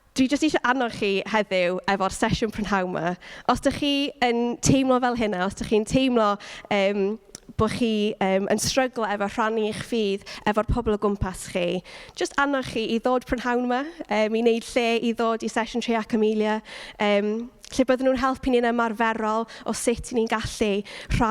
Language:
Welsh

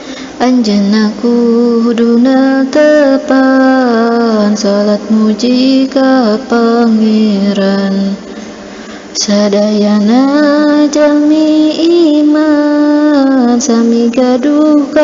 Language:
Sundanese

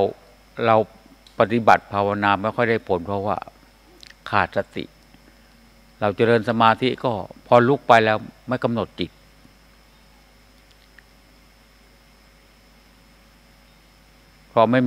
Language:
Thai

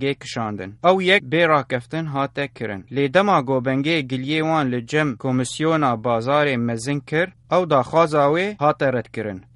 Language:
Kurdish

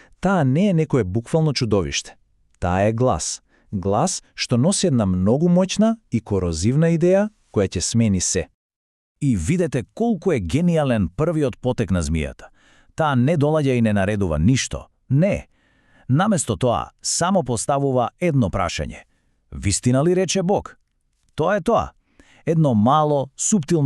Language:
Macedonian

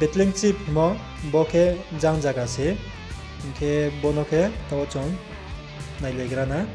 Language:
Riang (India)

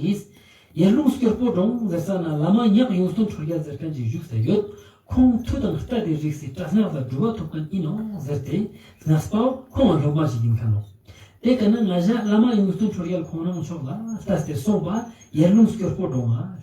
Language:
Ladakhi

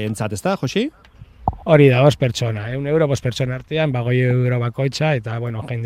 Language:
Basque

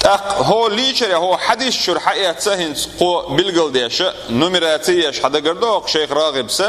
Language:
Chechen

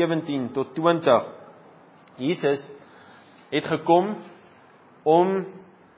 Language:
Afrikaans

